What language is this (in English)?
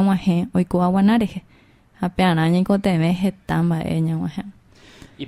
Guarani